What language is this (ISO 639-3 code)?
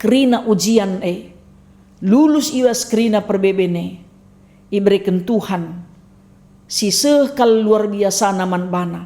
btx